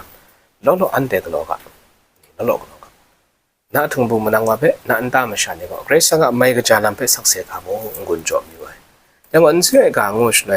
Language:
Kachin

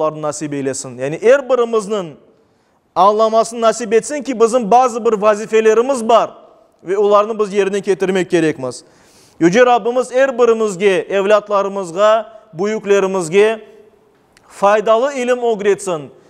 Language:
Crimean Tatar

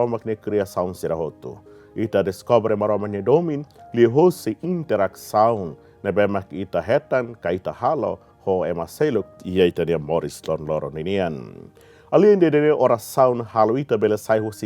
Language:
Tetum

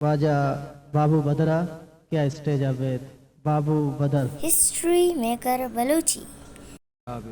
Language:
Eastern Balochi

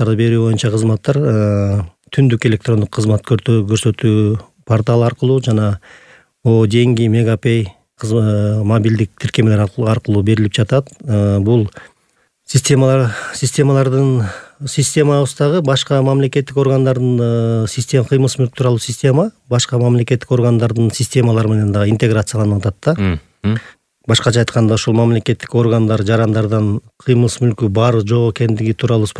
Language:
Kyrgyz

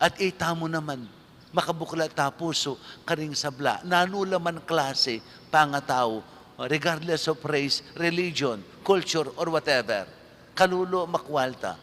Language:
Pampanga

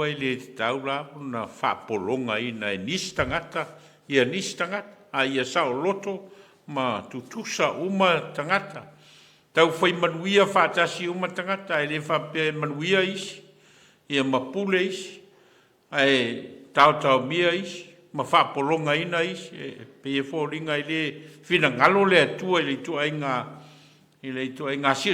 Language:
Samoan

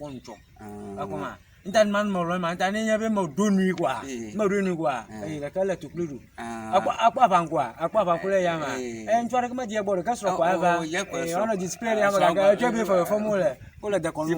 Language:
Ewe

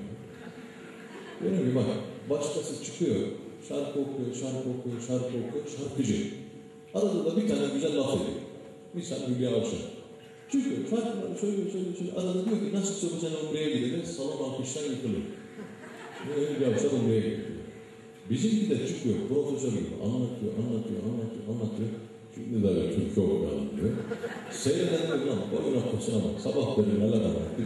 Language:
Turkish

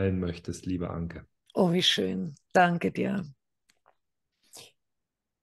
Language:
German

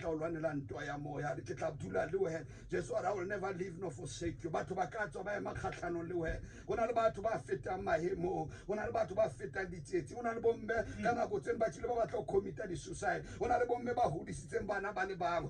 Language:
Tswana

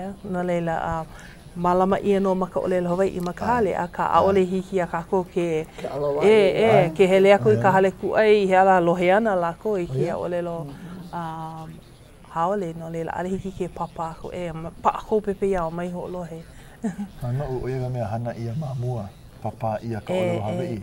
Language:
Hawaiian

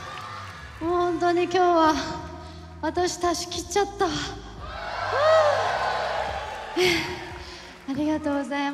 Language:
Japanese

